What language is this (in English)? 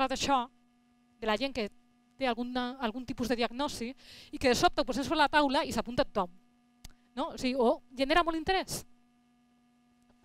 Catalan